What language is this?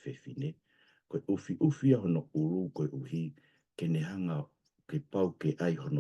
Tongan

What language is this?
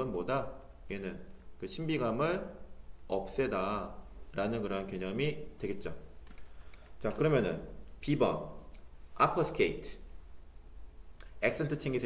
Korean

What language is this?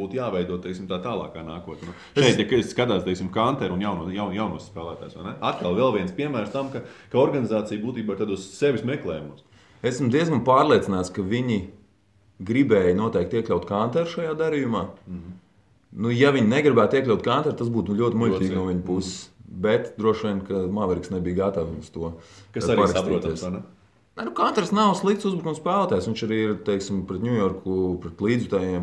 Latvian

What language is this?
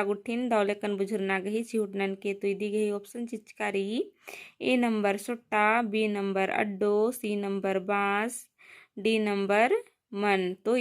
Kurukh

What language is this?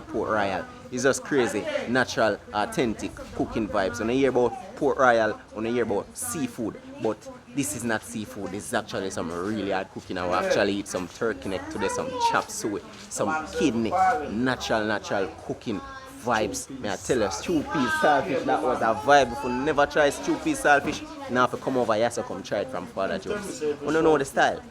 Jamaican Creole English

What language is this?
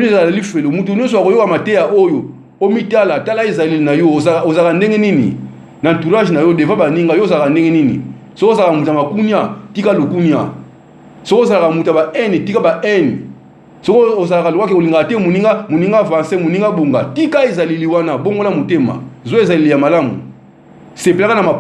Lingala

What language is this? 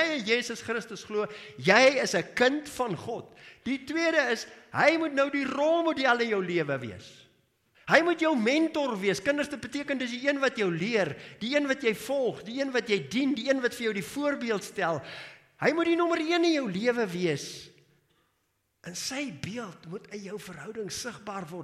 Afrikaans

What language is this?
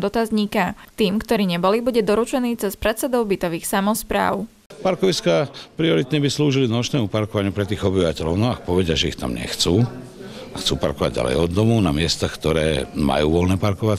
Slovak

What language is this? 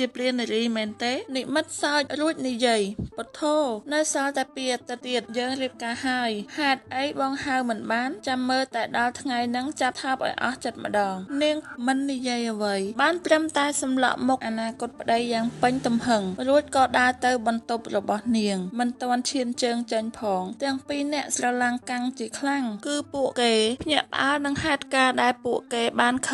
Khmer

